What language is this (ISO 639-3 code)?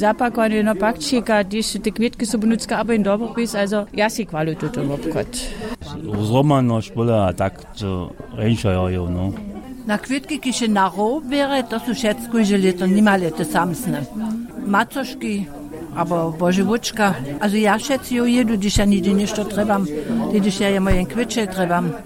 hsb